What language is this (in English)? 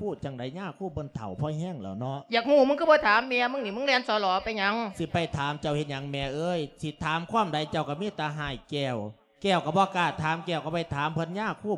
Lao